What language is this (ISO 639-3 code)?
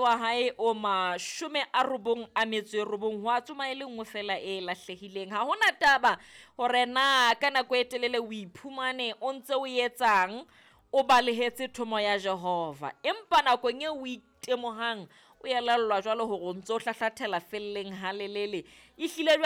sot